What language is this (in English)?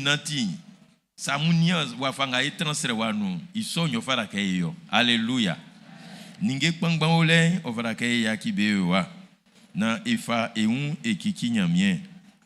Baoulé